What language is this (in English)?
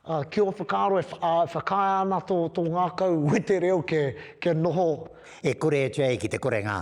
Māori